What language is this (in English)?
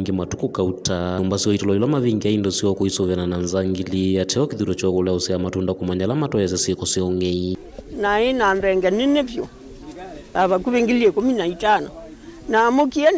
Kamba